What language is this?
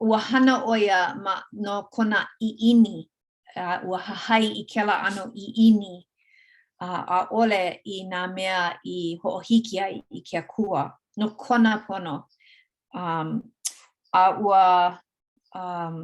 Hawaiian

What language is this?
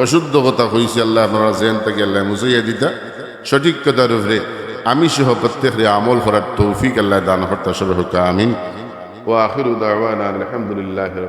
Sylheti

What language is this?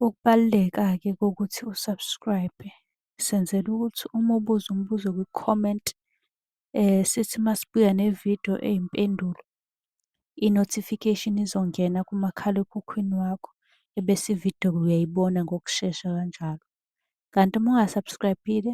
Zulu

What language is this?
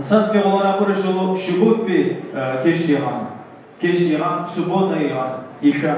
Tabassaran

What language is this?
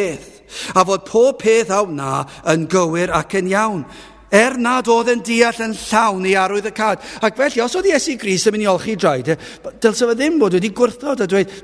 Welsh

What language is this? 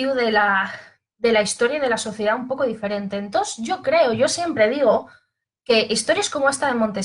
Asturian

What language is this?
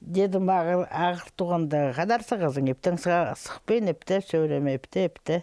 Khakas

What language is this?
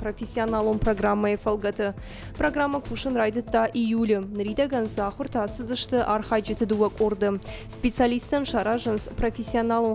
Ossetic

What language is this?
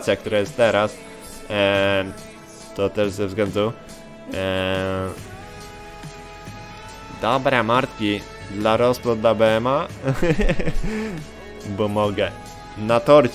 Polish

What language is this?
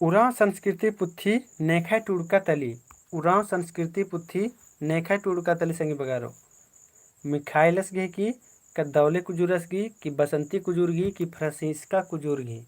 Kurukh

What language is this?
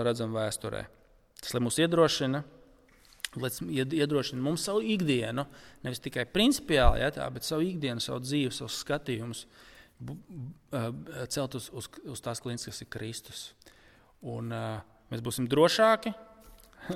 Latvian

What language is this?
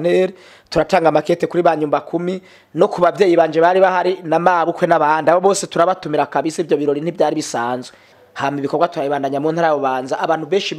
Rundi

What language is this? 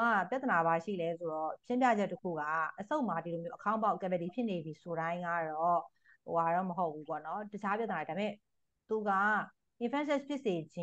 Burmese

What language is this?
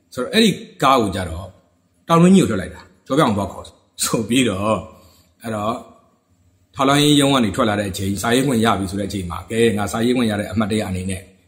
Burmese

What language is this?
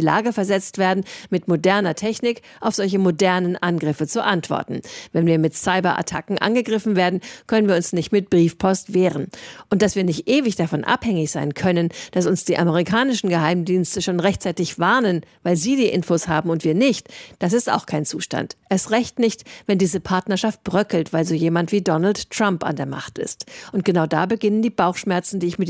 German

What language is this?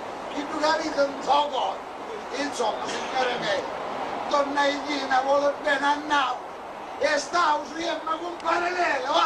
Sicilian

